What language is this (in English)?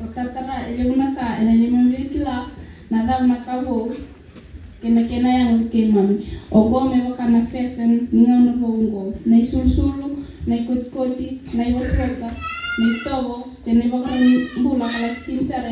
Fijian